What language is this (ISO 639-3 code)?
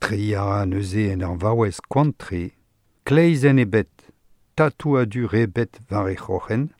bre